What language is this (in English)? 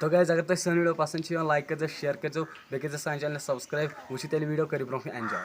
Kashmiri